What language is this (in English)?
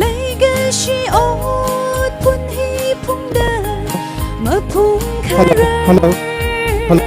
Tangkhul Naga (India)